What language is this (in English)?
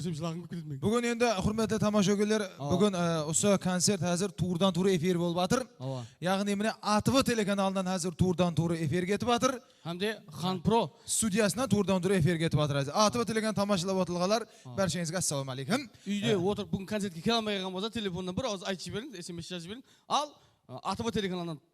Kara-Kalpak